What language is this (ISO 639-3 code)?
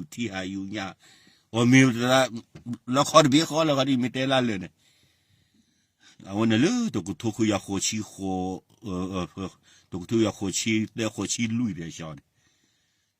ksw